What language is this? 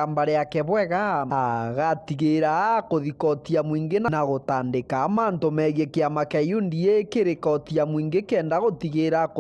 Meru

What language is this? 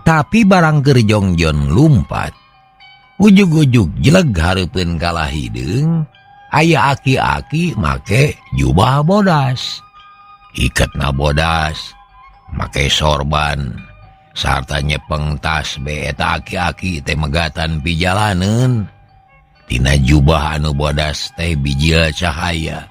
Sundanese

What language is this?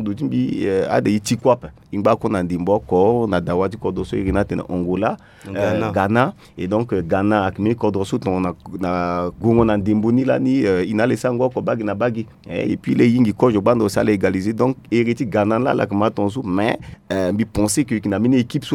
Sango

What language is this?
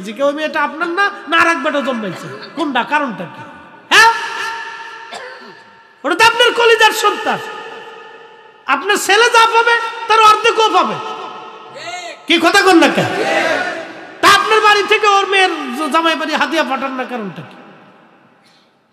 Bangla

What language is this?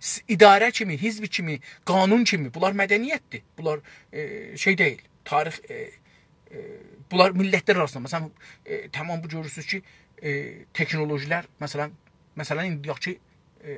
South Azerbaijani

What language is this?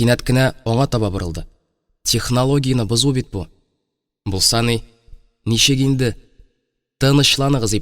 Tatar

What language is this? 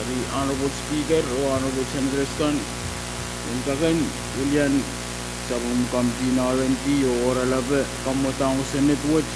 Pohnpeian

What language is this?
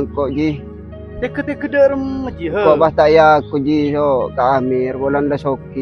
Madurese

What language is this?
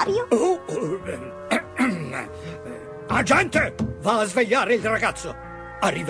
Italian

